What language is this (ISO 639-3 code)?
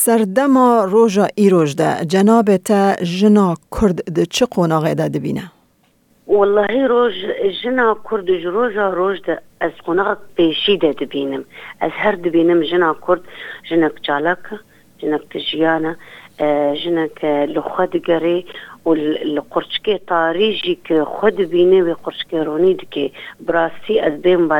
kur